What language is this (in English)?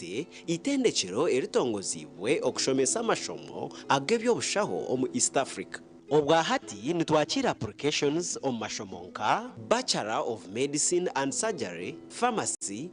Nyankole